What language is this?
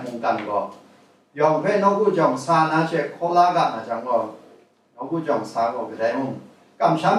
Kachin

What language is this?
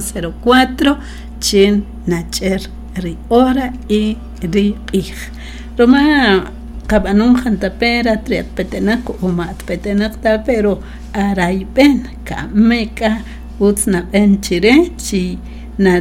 Kaqchikel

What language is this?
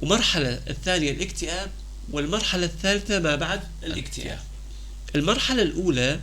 North Levantine Arabic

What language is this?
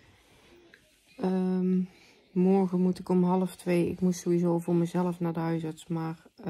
Dutch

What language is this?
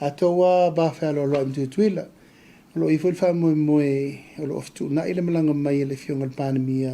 Samoan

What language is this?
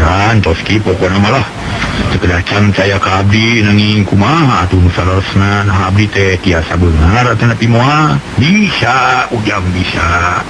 Sundanese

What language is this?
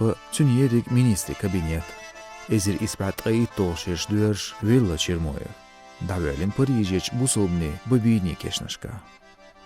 Chechen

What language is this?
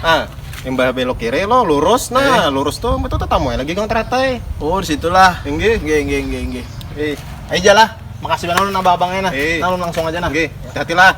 Banjar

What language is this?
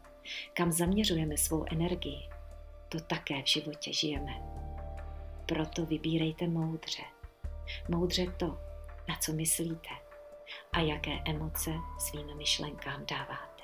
Czech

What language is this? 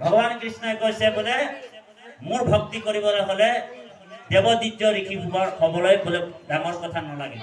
Assamese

